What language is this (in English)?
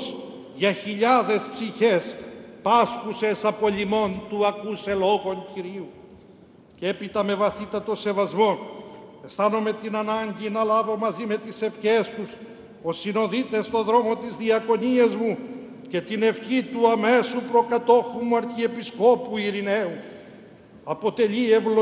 Greek